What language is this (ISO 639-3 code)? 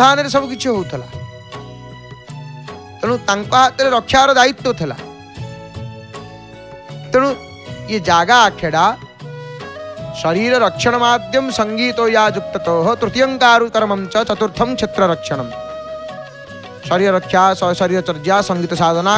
ori